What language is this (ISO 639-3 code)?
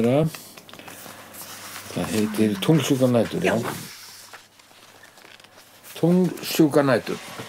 isl